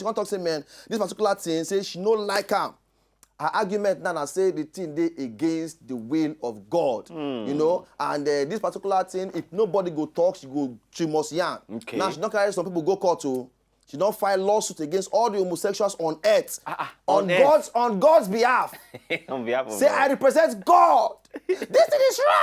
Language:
Nigerian Pidgin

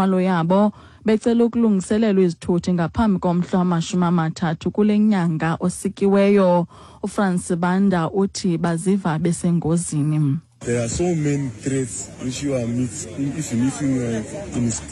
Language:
Xhosa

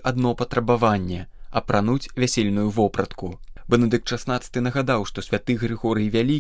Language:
Belarusian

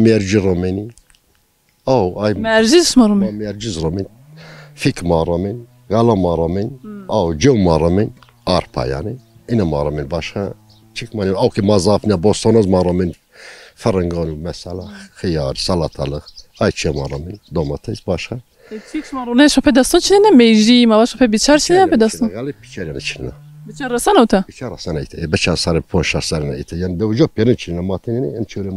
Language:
Zaza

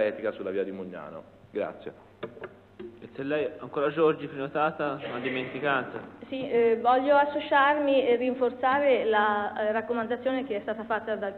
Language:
Italian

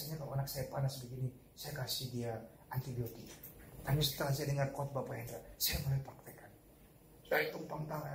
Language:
Indonesian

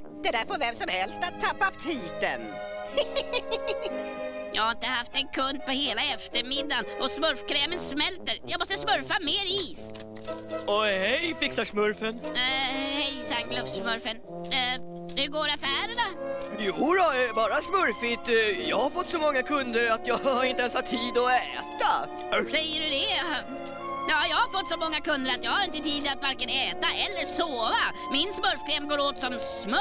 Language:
Swedish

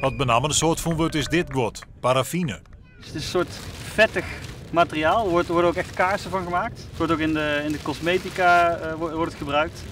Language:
Western Frisian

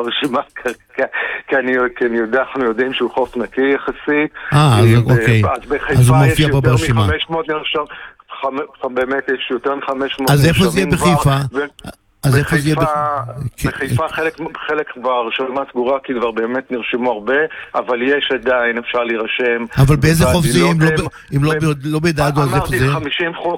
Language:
Hebrew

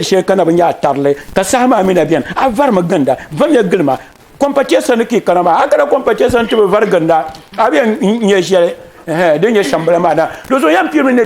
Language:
Dagbani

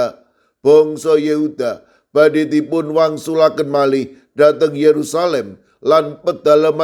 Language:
Javanese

